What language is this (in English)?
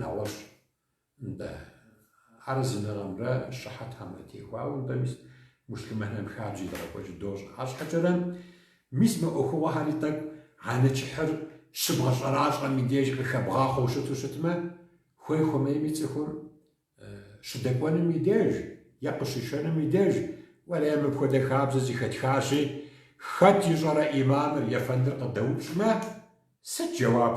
Kabardian